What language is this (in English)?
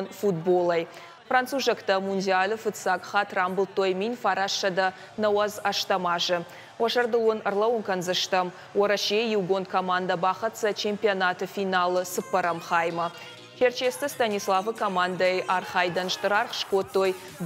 Ossetic